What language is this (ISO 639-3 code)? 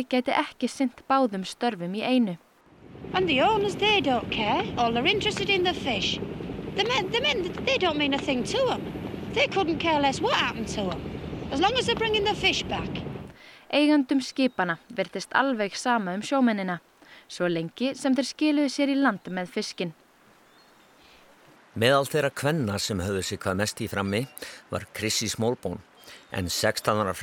isl